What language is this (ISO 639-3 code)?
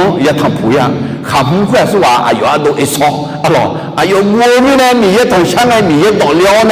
ahk